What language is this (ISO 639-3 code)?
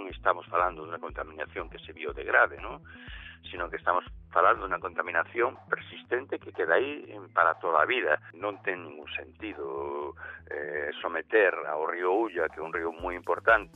glg